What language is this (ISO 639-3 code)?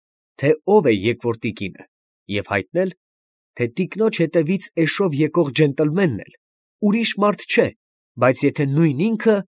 hye